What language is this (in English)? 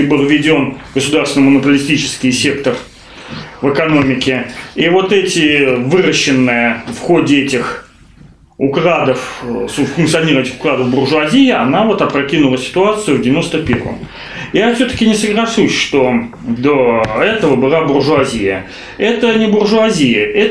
Russian